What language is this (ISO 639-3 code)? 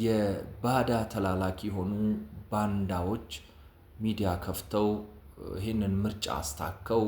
amh